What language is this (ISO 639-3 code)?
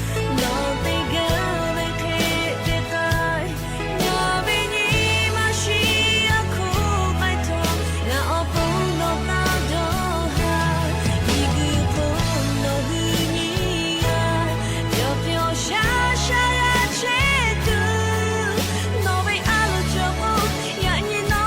lhu